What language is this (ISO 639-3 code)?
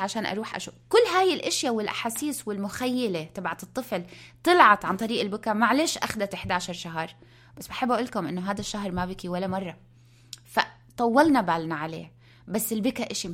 apc